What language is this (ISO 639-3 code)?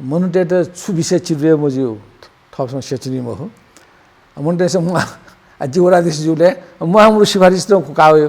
new